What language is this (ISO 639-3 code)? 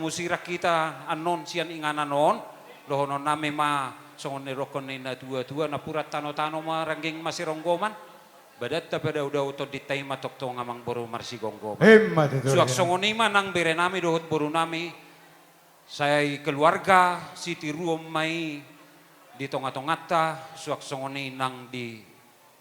bbc